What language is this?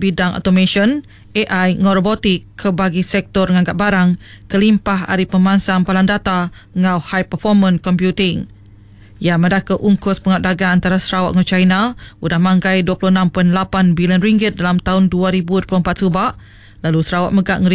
Iban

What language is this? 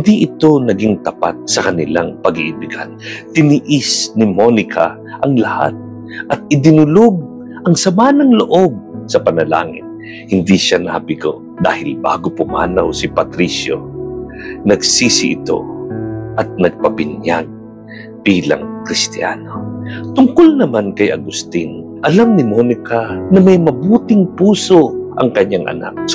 Filipino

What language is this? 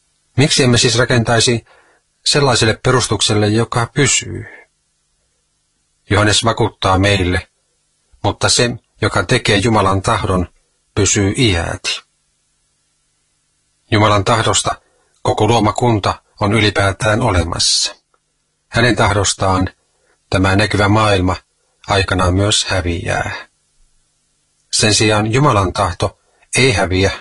Finnish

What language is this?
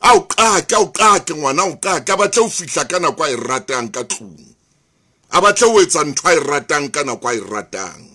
Southern Sotho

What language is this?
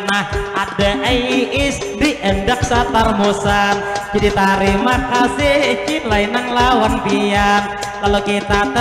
Banjar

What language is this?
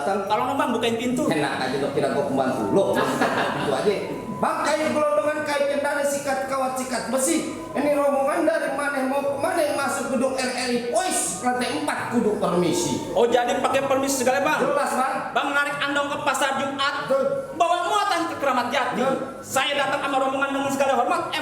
Betawi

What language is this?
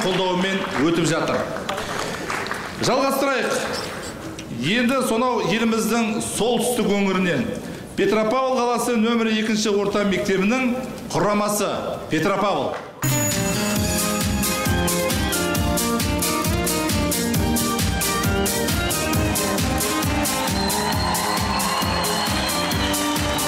Kazakh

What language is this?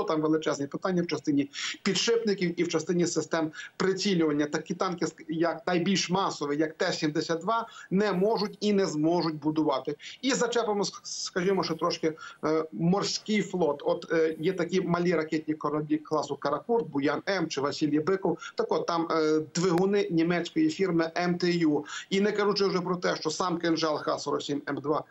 Ukrainian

